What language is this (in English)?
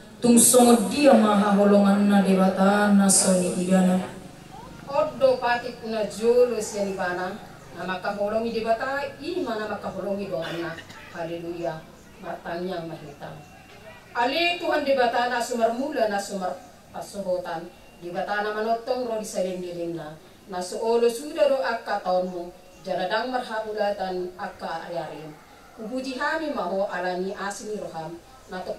Batak Toba